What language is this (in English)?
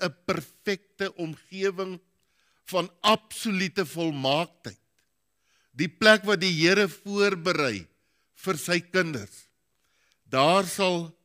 Afrikaans